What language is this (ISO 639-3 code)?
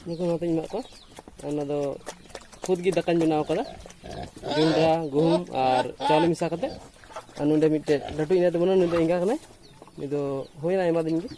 sat